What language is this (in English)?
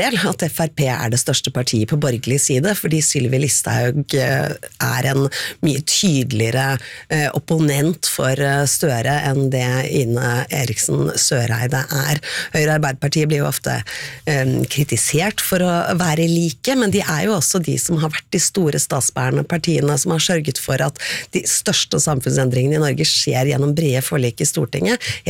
Norwegian